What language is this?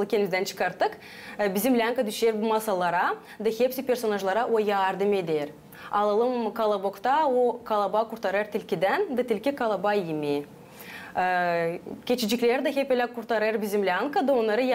Gagauz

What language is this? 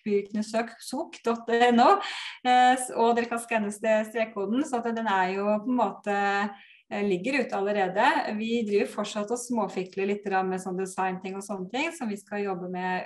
Norwegian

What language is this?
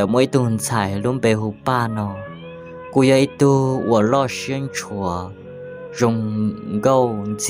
Hmong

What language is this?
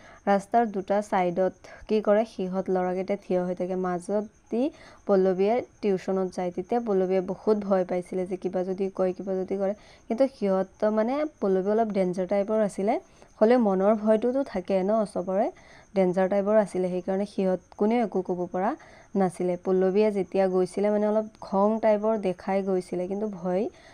Assamese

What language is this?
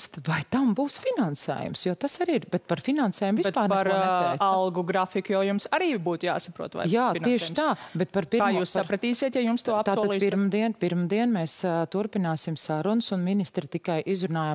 Latvian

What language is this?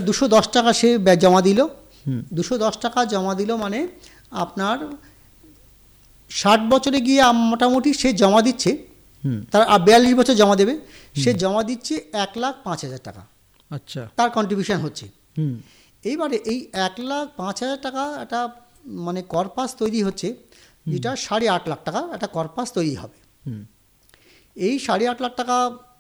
Bangla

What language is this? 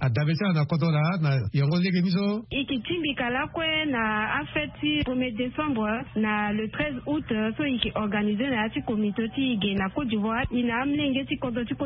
Sango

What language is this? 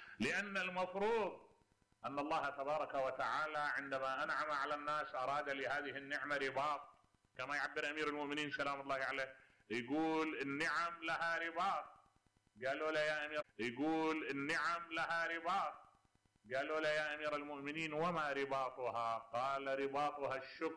Mesopotamian Arabic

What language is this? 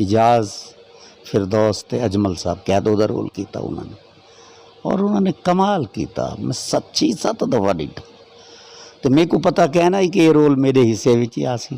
Saraiki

